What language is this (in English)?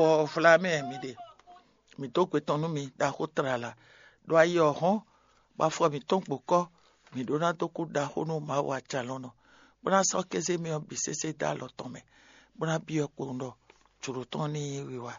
Fon